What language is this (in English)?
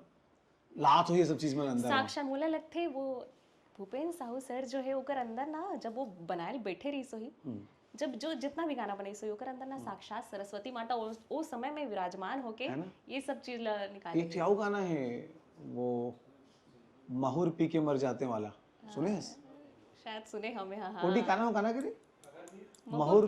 Chhattisgarhi